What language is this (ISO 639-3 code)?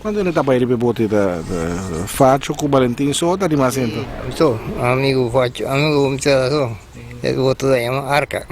pap